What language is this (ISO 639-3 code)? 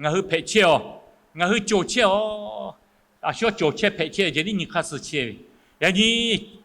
lhu